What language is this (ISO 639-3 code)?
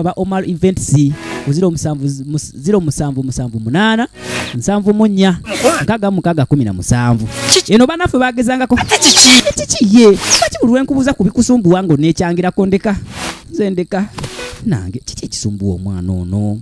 lug